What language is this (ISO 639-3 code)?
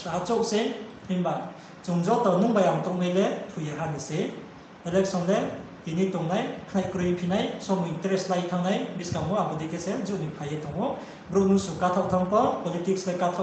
ria